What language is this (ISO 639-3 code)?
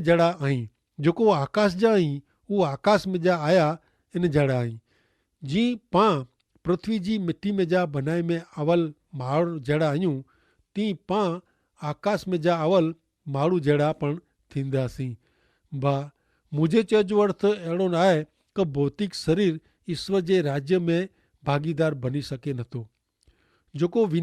kfr